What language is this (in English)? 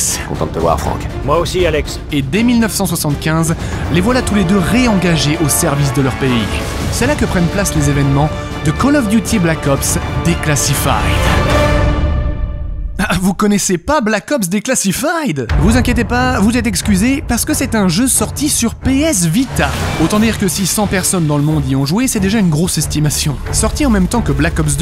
French